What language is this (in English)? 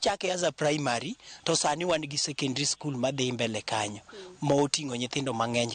Luo (Kenya and Tanzania)